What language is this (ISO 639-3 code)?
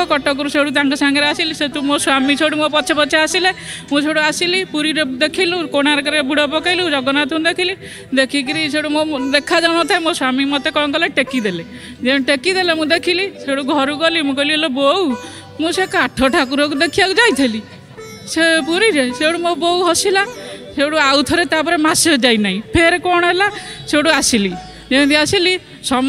ori